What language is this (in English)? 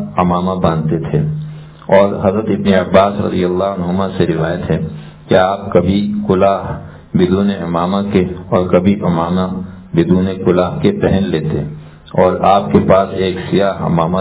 Urdu